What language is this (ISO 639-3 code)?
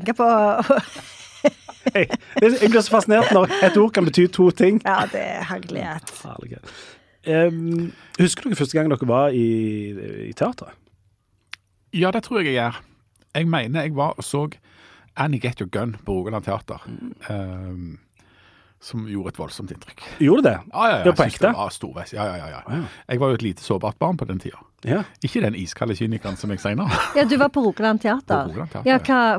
nor